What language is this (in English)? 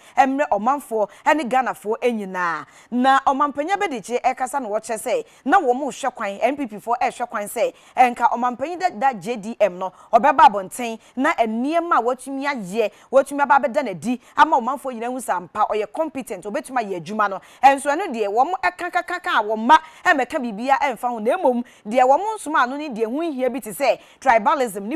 Akan